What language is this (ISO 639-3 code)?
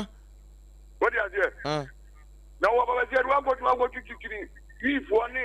aka